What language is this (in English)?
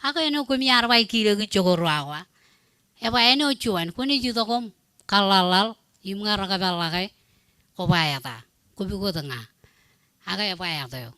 Marshallese